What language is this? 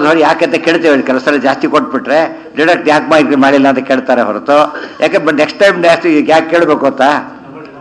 Kannada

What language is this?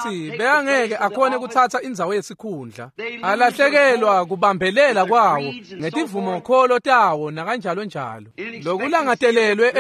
Swati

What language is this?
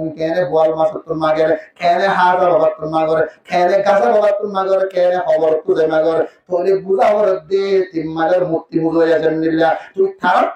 Rohingya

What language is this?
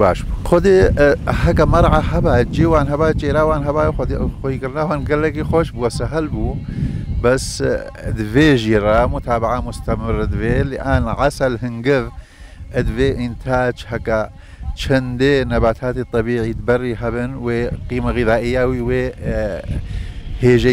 Kurdish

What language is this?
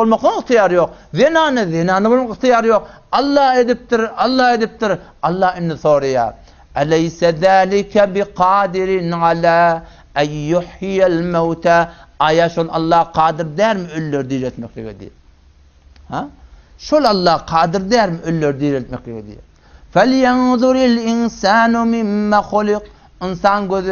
Turkmen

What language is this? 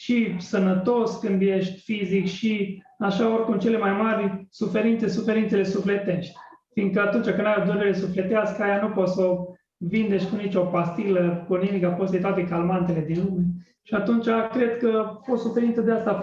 Romanian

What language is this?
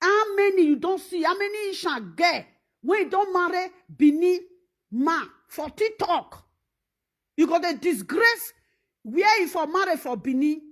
Nigerian Pidgin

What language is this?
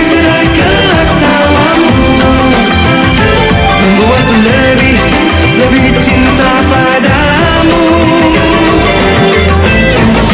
Indonesian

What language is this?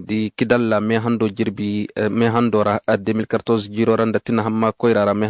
Zarma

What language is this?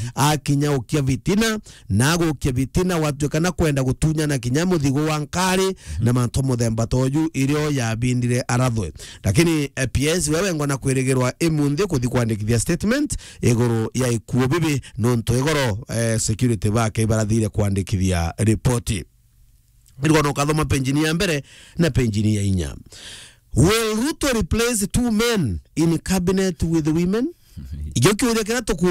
Meru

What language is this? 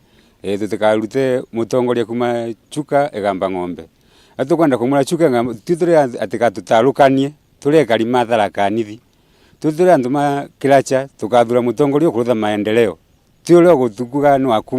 Meru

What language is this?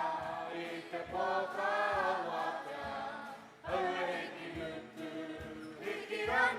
Māori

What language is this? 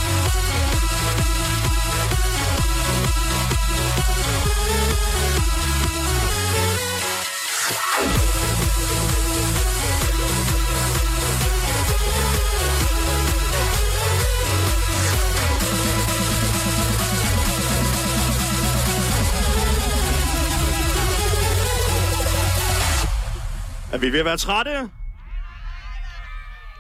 Danish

